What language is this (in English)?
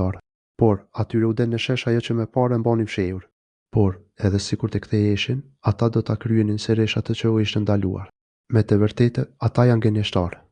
Albanian